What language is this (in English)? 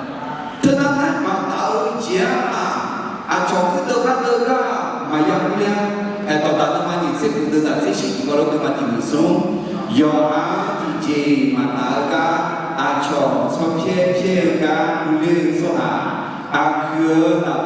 Akha